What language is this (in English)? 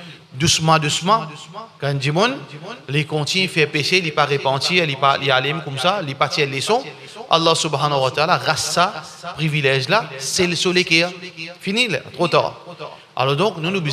Morisyen